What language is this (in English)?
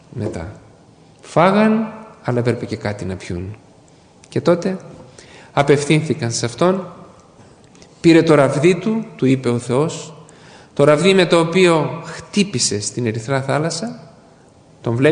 Greek